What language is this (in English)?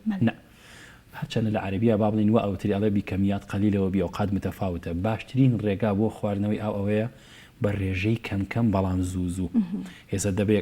Central Kurdish